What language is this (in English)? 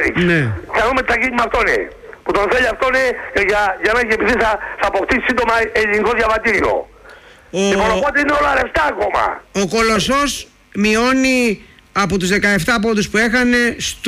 Greek